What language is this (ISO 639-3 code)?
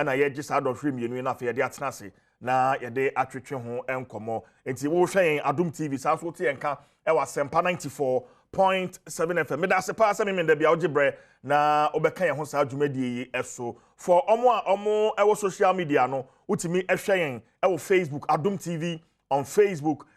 aka